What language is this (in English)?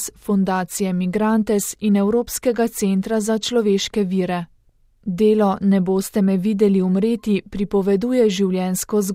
Slovenian